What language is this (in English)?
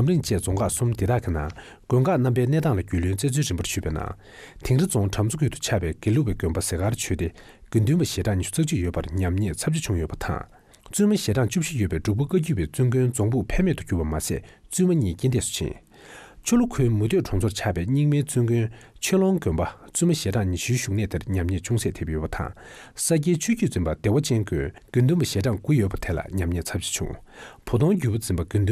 Tibetan